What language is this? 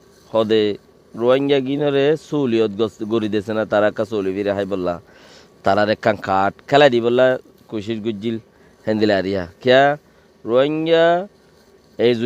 Rohingya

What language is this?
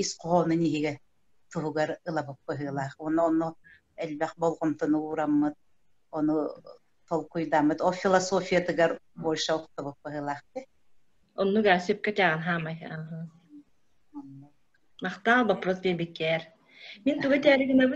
Yakut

